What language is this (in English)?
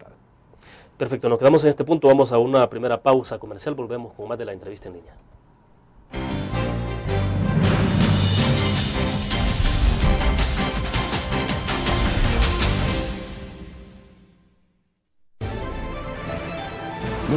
Spanish